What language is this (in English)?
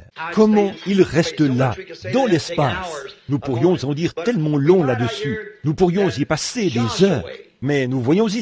French